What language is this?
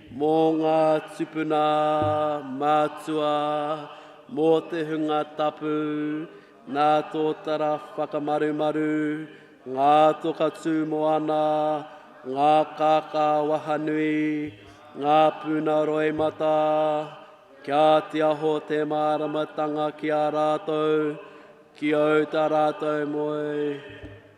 Māori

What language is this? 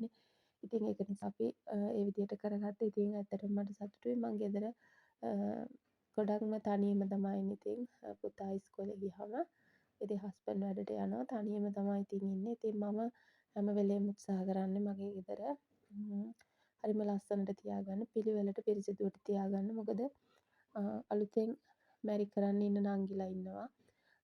Sinhala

